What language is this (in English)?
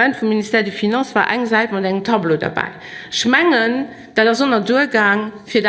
Luxembourgish